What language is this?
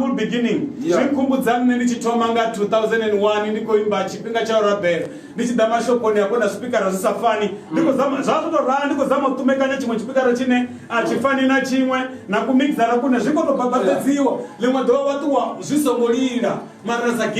Venda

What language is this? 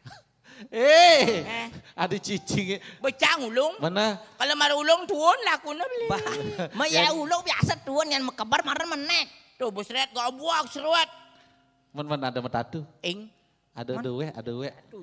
Balinese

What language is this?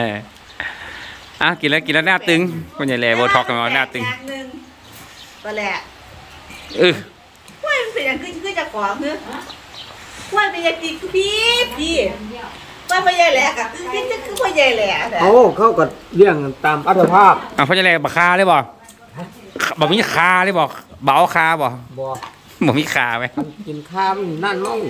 Thai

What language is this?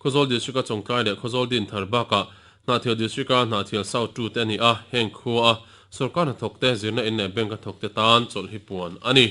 Mizo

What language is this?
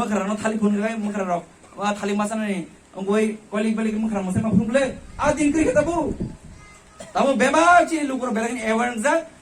Kok Borok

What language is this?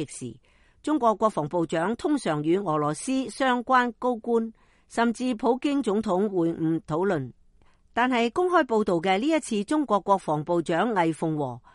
Cantonese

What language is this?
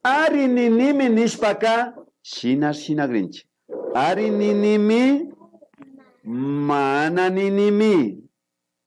Imbabura Highland Quichua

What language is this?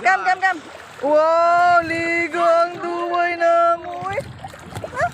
Cebuano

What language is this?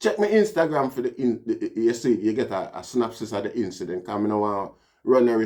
Jamaican Creole English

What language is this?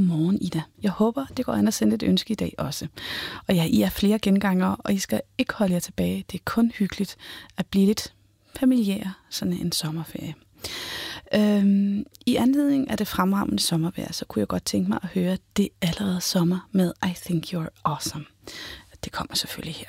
Danish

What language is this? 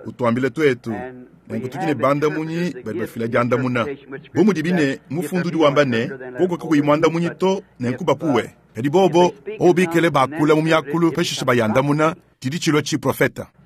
Luba-Lulua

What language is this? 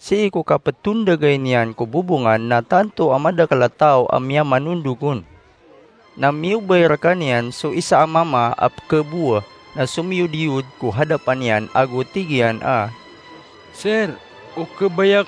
Maranao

